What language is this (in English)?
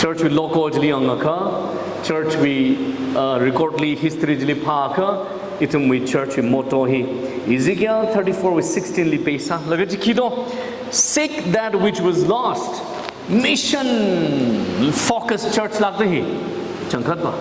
Tangkhul Naga (India)